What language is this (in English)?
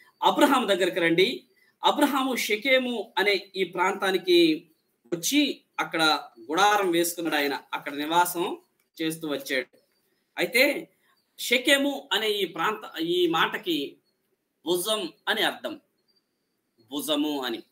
Telugu